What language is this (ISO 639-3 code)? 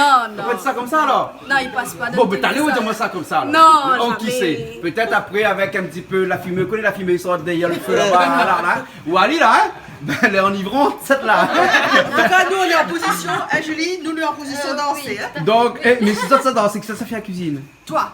rcf